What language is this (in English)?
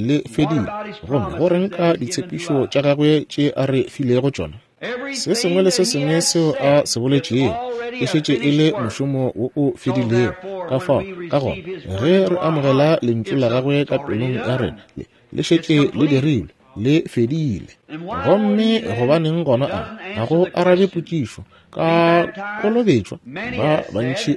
Northern Sotho